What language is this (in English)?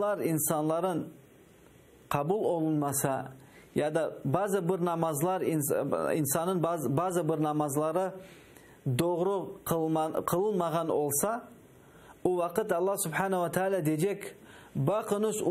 Crimean Tatar